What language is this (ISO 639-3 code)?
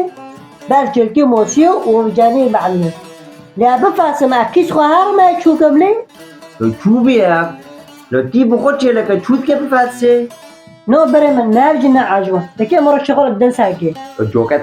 kur